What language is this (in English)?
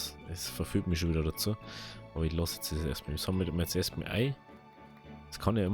Bavarian